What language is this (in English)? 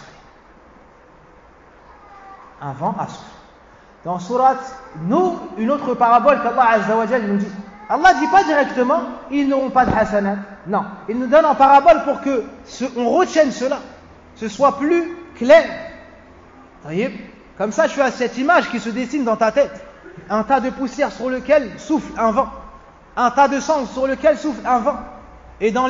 French